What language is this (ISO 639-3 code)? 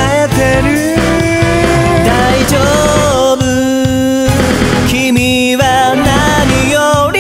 jpn